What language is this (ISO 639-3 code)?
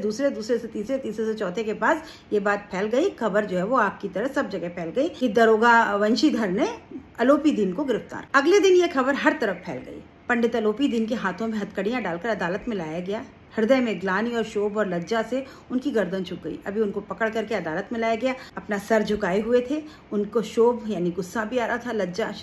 hin